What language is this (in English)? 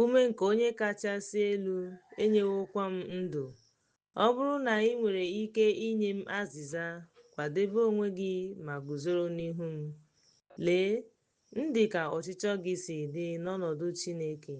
Igbo